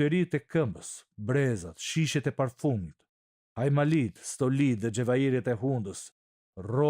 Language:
Albanian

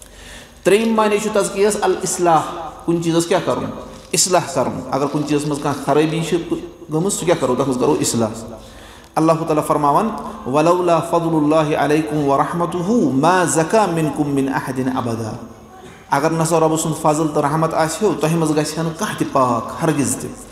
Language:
Kashmiri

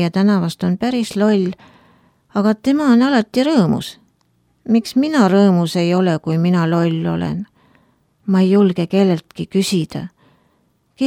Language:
Estonian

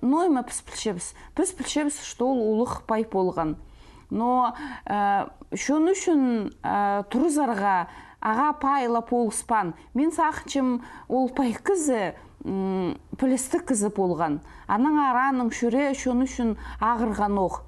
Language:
Khakas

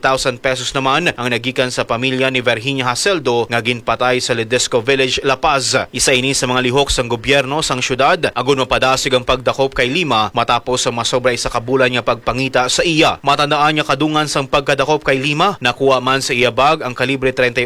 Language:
Hiligaynon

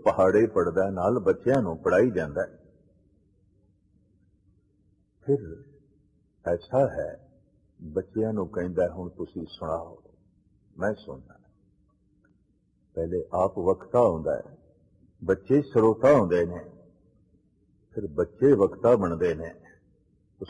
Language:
Punjabi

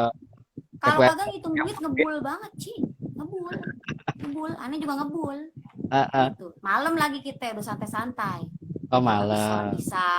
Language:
Betawi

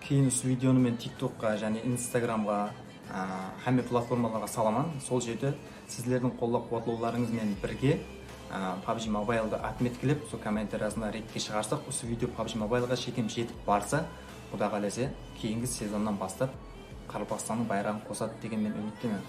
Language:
Kara-Kalpak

